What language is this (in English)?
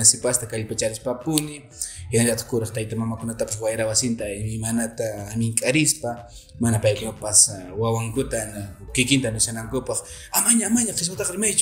Quechua